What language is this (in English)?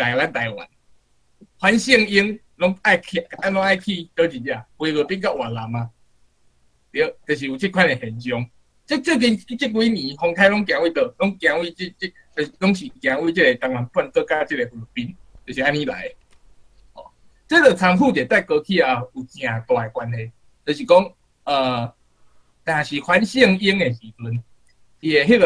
Min Nan Chinese